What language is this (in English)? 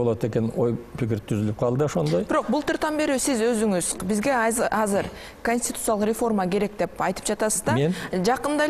Kyrgyz